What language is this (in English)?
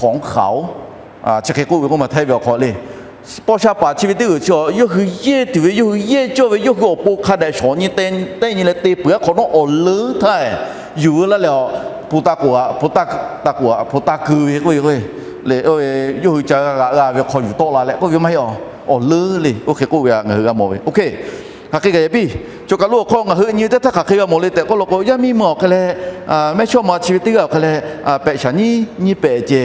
Lahu